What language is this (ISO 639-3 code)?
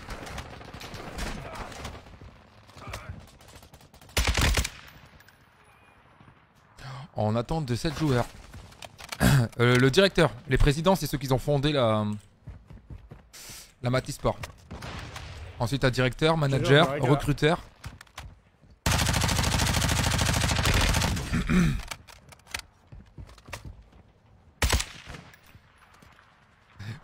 fra